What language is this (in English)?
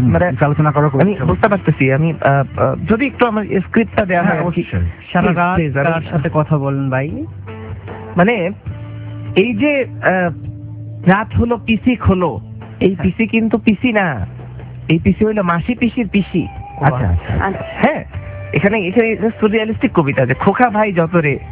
Bangla